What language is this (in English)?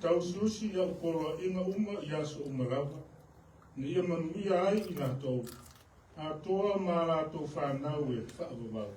Samoan